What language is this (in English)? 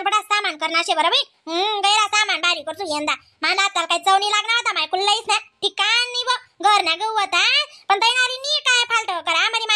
Khandesi